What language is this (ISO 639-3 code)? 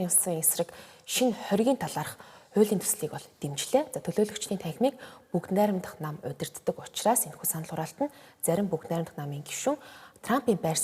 mon